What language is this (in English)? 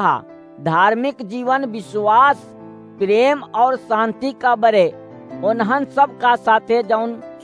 Awadhi